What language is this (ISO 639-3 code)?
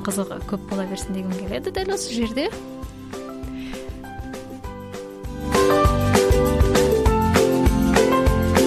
kaz